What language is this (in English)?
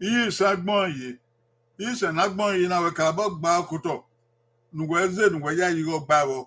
Bini